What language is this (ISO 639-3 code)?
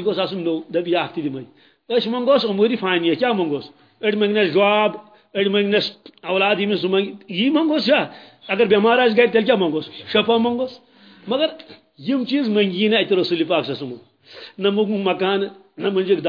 kas